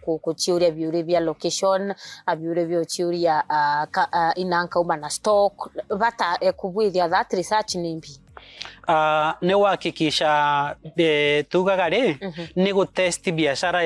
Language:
Meru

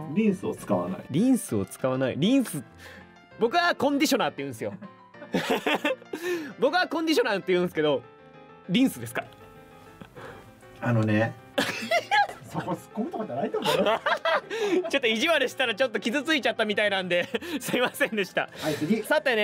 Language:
Japanese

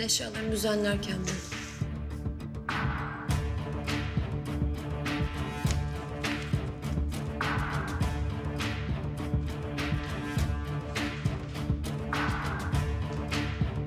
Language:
Turkish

